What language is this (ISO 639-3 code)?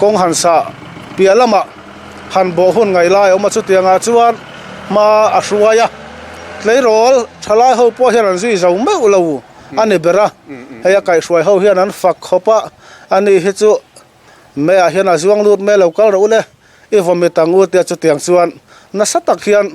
lus